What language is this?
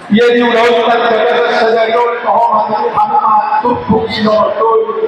Batak Toba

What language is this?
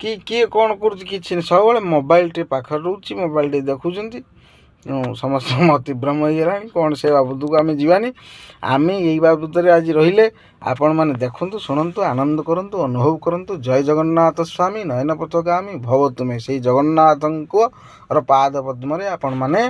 Odia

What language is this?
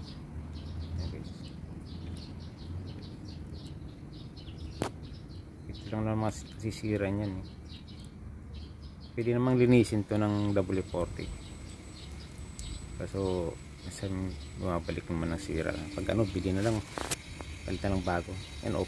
Filipino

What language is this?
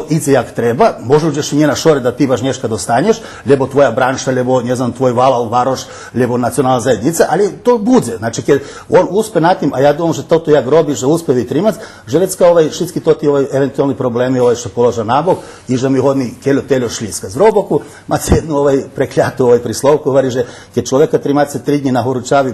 Rusyn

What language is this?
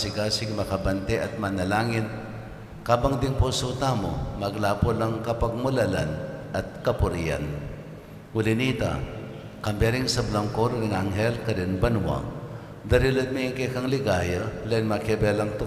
Pampanga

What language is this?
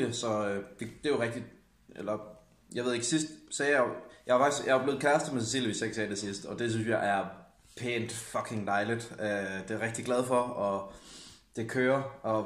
Danish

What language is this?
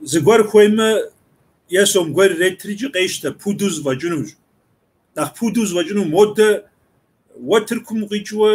Kabardian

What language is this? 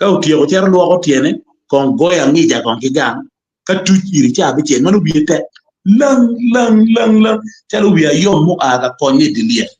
Acoli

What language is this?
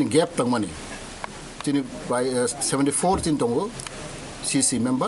Kok Borok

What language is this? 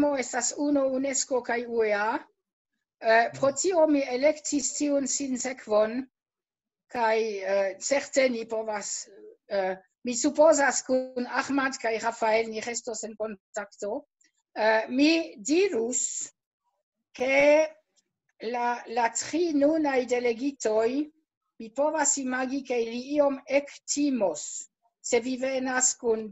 Esperanto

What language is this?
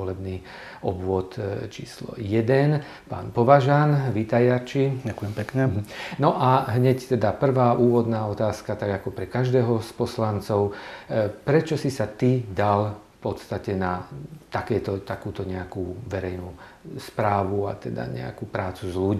Slovak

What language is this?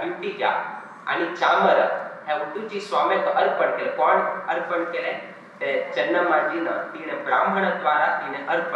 Konkani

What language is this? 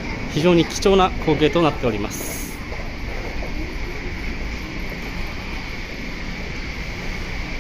Japanese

